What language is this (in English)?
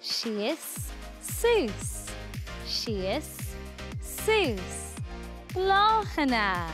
Irish